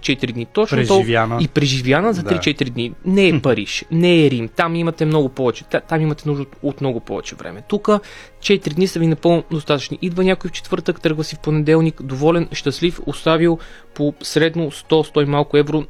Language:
Bulgarian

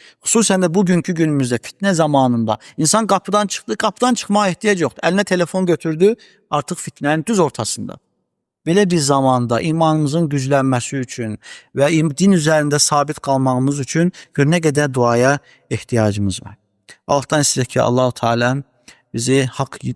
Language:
Azerbaijani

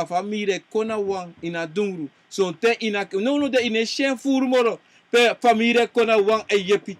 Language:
Sranan Tongo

